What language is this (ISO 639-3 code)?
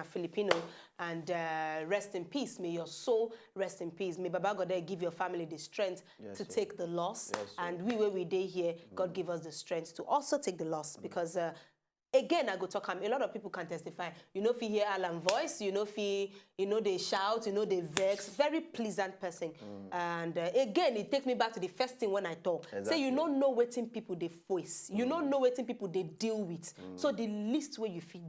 pcm